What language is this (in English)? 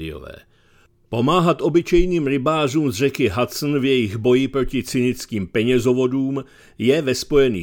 Czech